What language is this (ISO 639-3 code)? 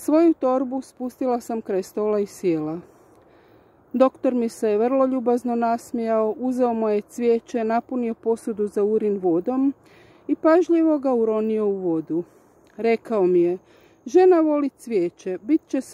hrv